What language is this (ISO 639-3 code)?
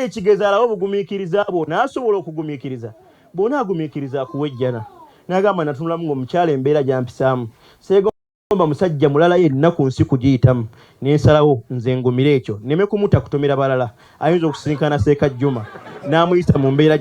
lug